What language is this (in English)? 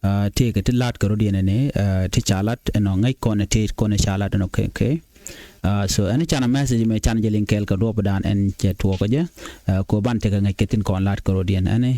Nuer